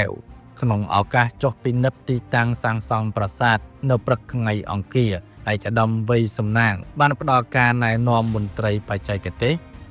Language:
Khmer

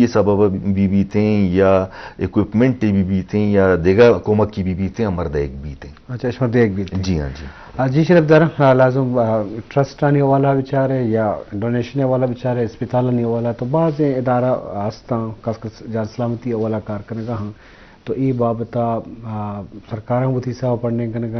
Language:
Baluchi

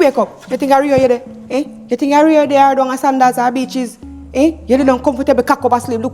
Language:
Jamaican Creole English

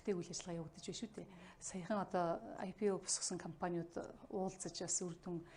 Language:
Mongolian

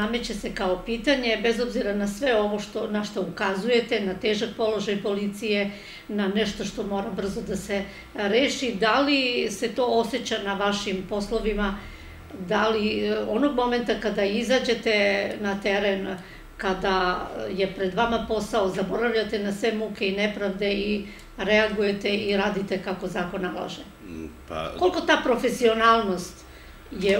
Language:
Serbian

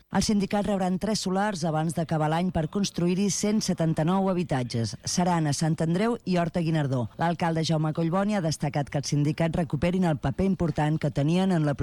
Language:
Catalan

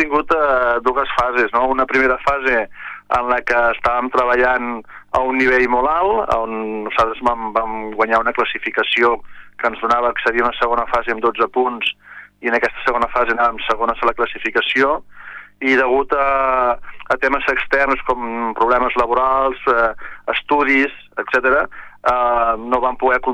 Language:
Catalan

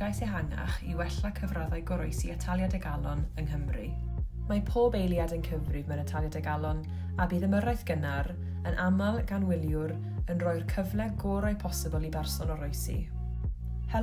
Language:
Welsh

